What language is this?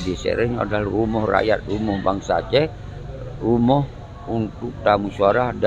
Achinese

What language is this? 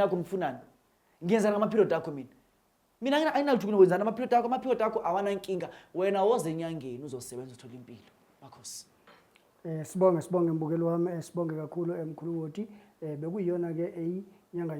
Zulu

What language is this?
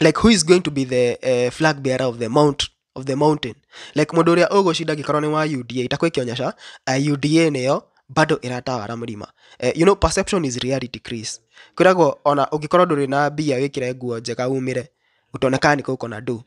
Kikuyu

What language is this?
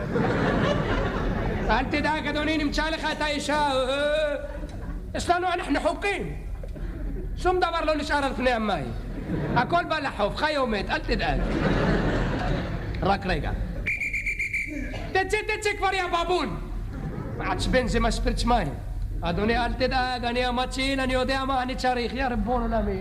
Hebrew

